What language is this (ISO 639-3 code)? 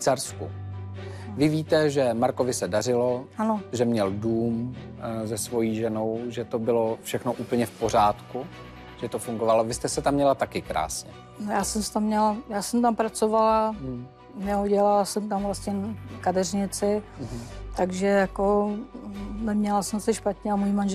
ces